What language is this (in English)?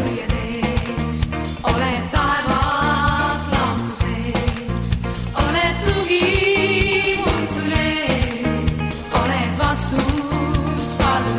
Estonian